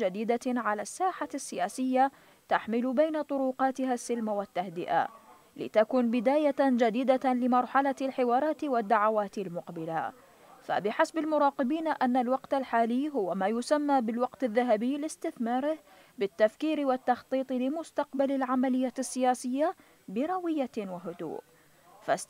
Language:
Arabic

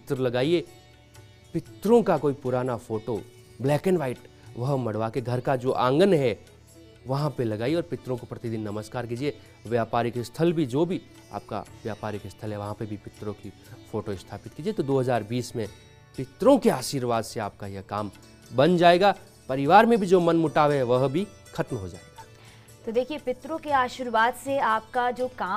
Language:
Hindi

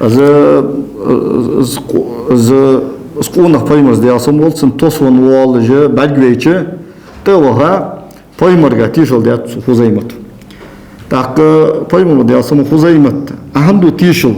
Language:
Ingush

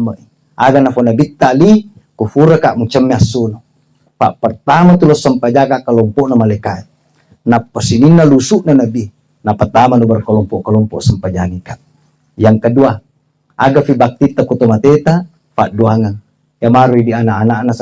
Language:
Buginese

